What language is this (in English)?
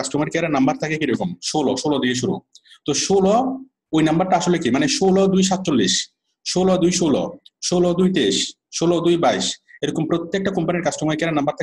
Bangla